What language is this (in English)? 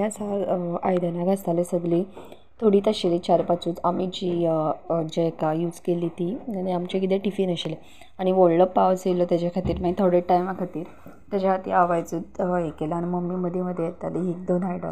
Konkani